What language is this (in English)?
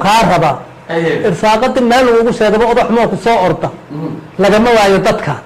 Somali